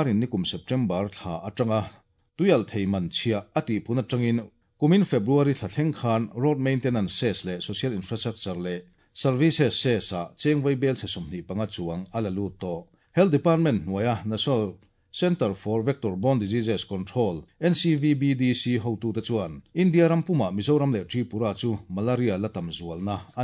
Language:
Mizo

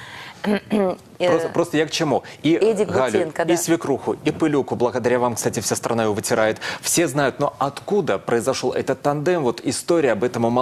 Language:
Russian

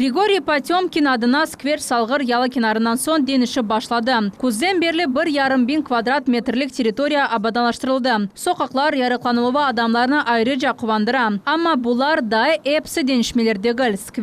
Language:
Crimean Tatar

